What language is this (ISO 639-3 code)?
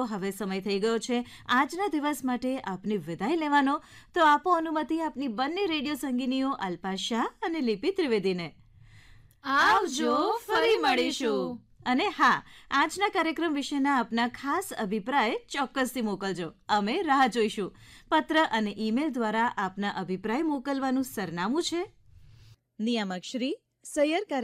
guj